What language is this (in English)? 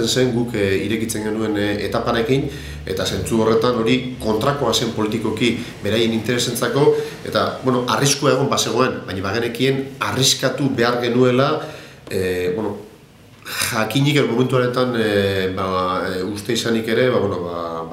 Basque